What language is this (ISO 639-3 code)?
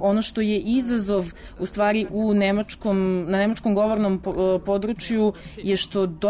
srp